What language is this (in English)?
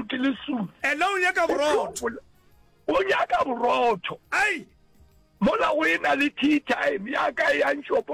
Northern Sotho